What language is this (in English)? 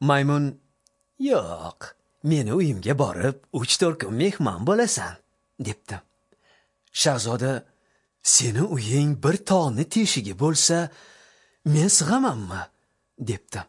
Uzbek